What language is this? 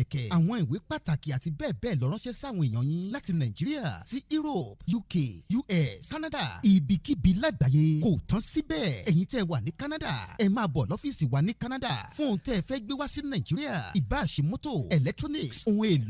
Yoruba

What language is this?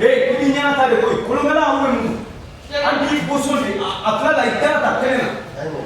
Bambara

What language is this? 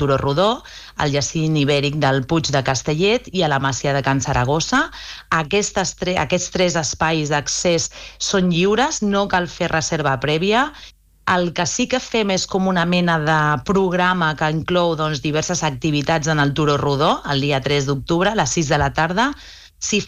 Catalan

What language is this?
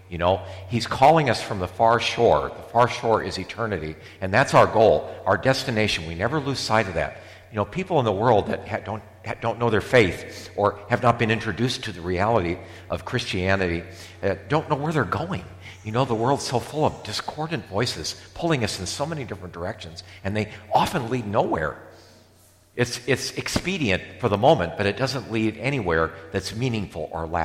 English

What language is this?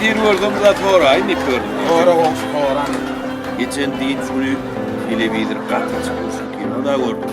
Turkmen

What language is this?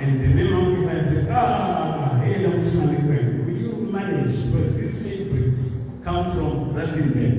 Tswana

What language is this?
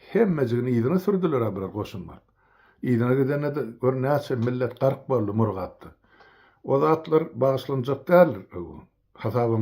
Turkmen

